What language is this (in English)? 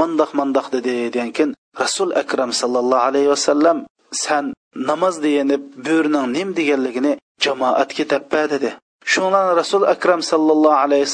Uyghur